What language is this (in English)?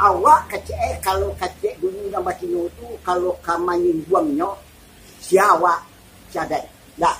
Minangkabau